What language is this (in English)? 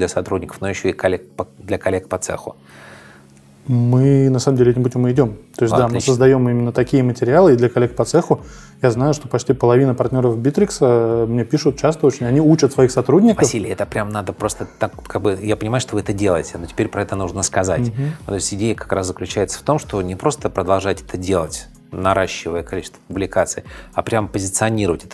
Russian